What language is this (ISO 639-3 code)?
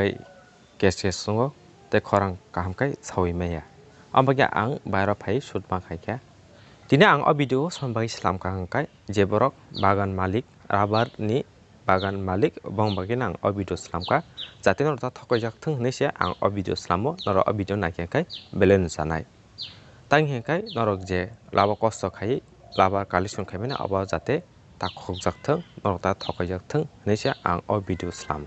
trp